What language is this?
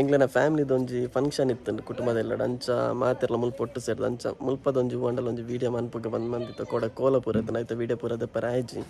Tulu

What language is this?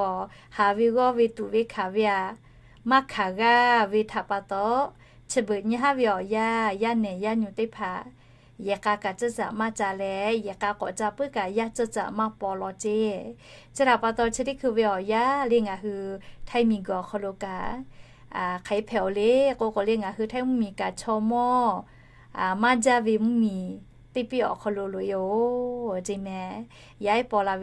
Lahu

